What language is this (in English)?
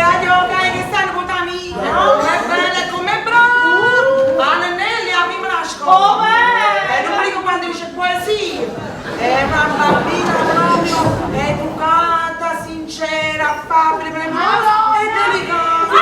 Neapolitan